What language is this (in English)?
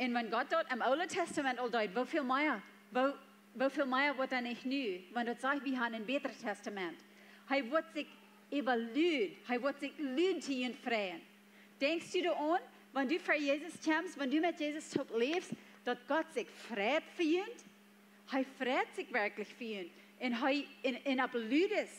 Plautdietsch